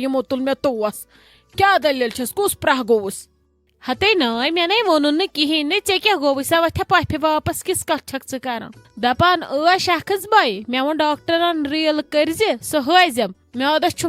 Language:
Kashmiri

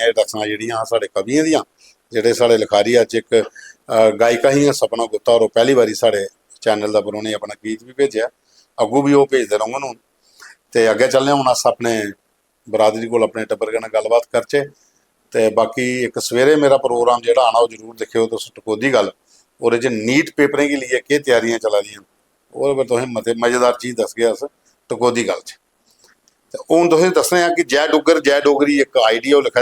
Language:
Dogri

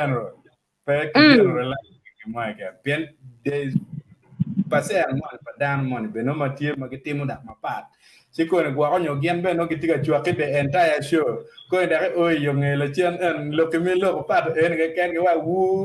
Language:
Acoli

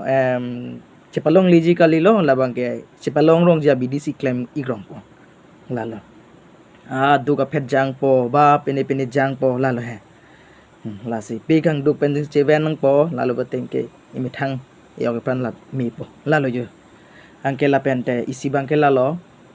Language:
Karbi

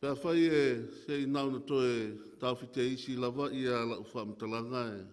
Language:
Samoan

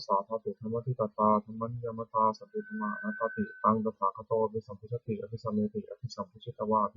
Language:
Pali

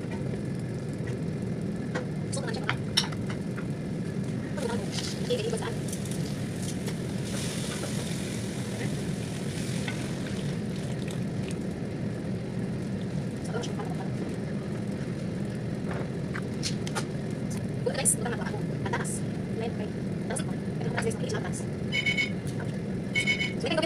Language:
Filipino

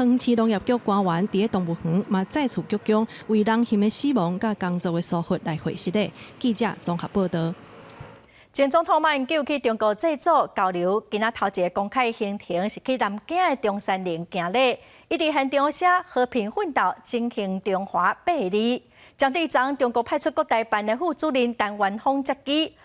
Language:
Min Nan Chinese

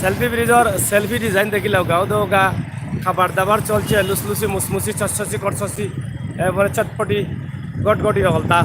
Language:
Sylheti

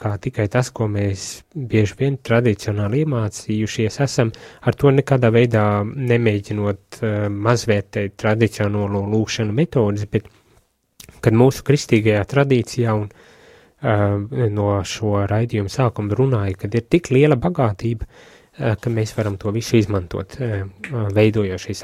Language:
Latvian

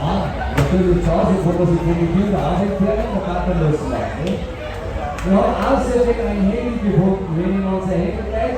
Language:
Bavarian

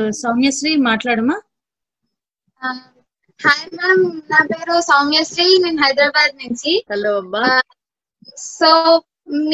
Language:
Telugu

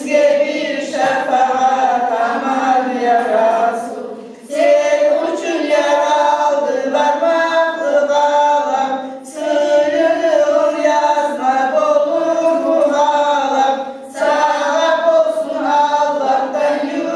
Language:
Kumyk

